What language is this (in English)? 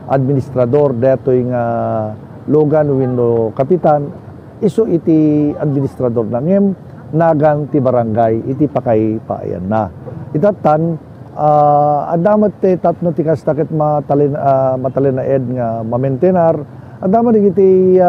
Iloko